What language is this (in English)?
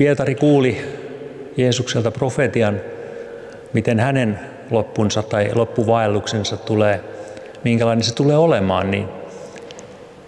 Finnish